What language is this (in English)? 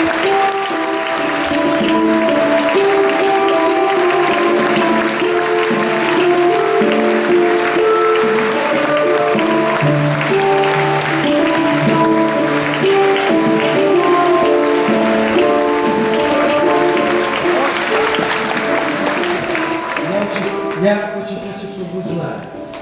Russian